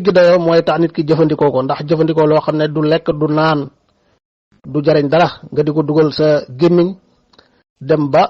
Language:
Wolof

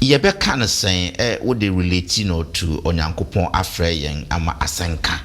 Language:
Akan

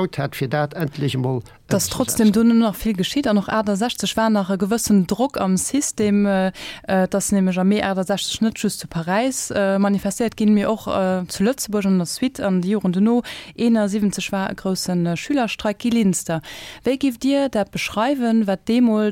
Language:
Luxembourgish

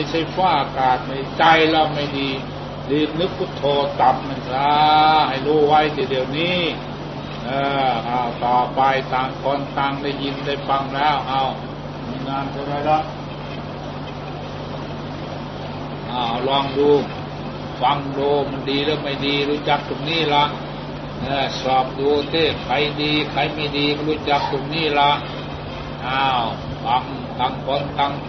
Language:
Thai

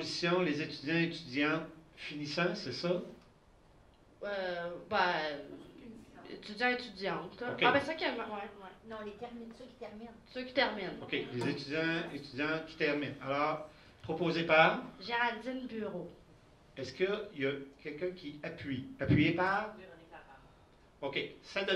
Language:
French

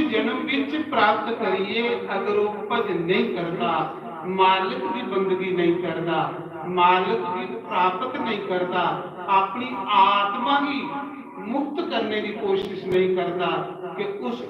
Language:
Dogri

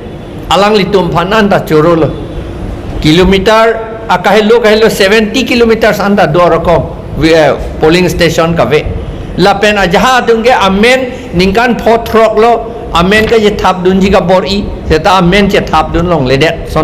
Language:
Karbi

